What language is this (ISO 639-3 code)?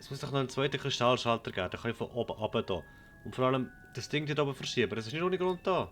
gsw